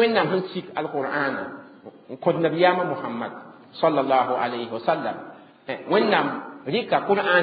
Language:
Mossi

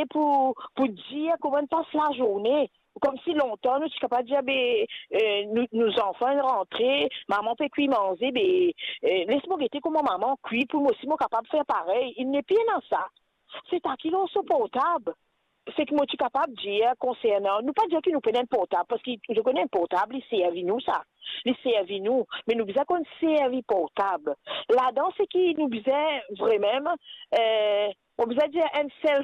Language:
Morisyen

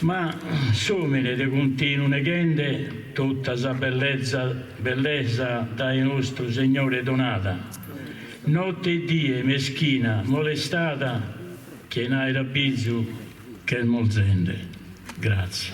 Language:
Sardinian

